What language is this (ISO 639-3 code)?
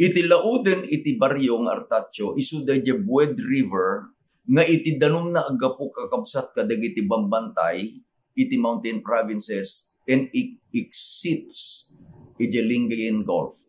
ilo